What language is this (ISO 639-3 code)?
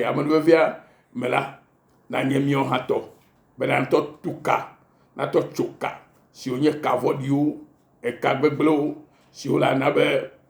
ewe